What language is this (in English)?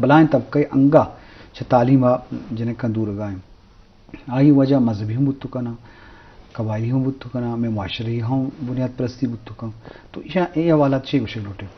Eastern Balochi